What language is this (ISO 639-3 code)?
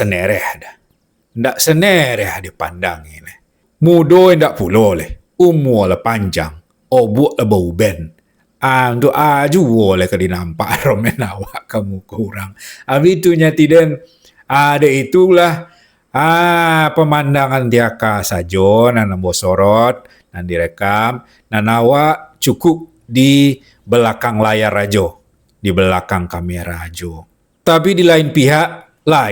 min